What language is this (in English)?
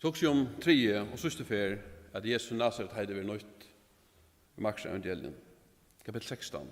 Faroese